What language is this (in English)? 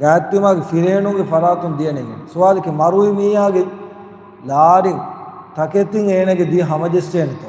Divehi